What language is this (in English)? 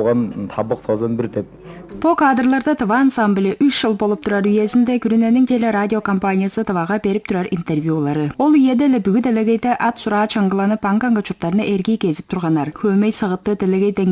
Tuvinian